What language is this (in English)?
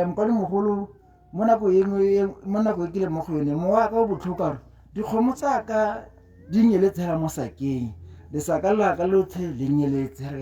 Tswana